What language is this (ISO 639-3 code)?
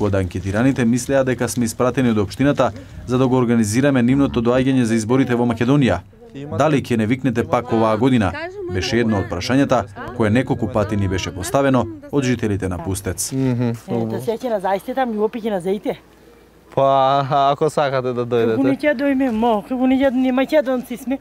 mkd